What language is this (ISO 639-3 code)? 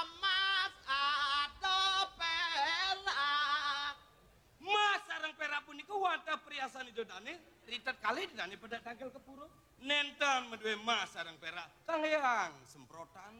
ban